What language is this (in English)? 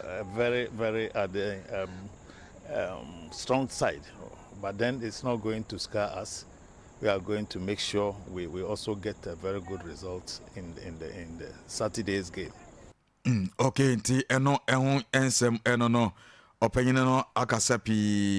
Akan